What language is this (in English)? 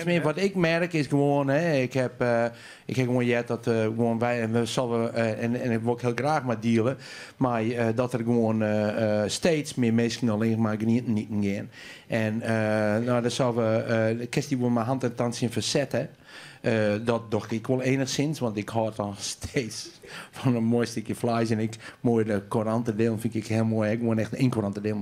Western Frisian